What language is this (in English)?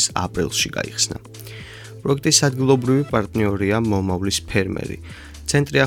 Georgian